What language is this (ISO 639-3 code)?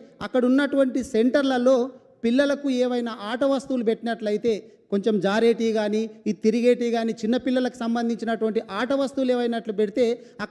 tel